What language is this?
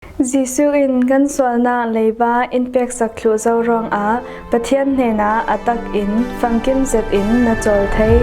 Falam Chin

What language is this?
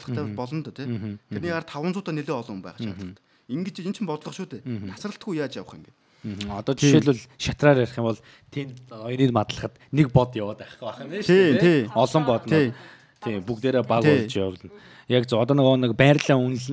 Mongolian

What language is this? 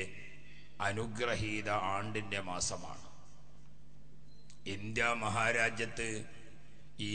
Malayalam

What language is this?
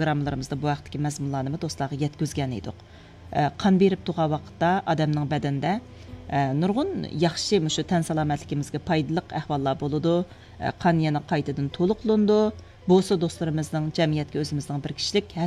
Uyghur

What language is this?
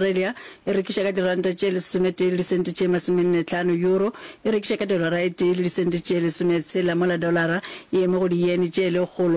Northern Sotho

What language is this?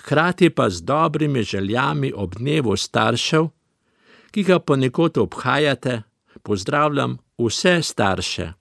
Slovenian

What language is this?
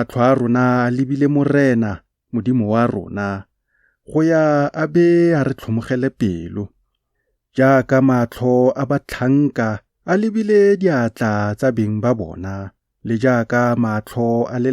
Tswana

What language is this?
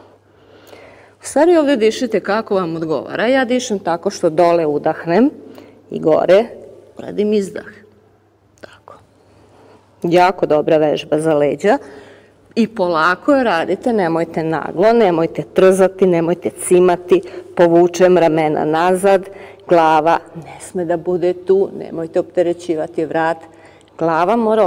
Serbian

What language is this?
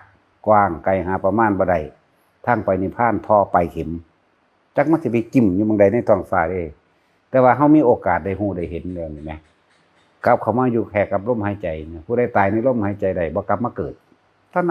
Northeastern Thai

